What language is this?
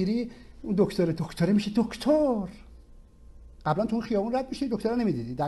Persian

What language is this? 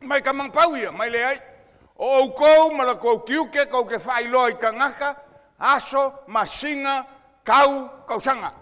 Samoan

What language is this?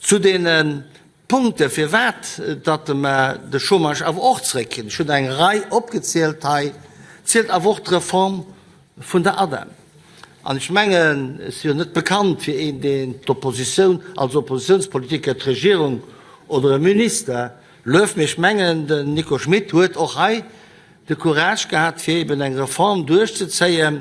Luxembourgish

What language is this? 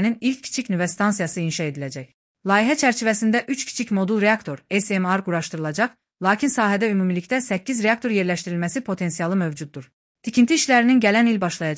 Azerbaijani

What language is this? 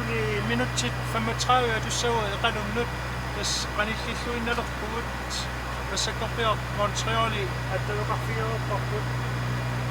Kalaallisut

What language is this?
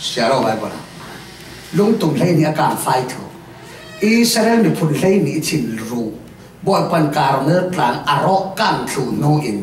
Falam Chin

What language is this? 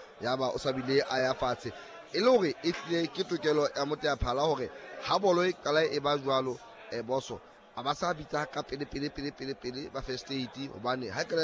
Southern Sotho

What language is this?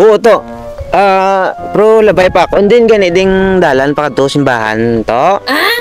Hiligaynon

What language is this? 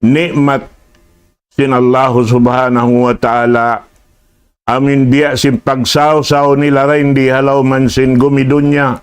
Tausug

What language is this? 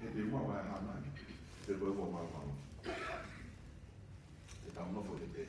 Tongan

